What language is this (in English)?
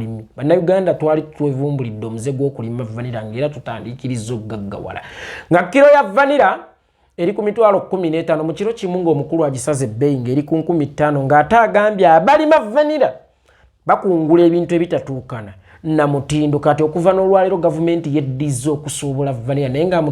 Ganda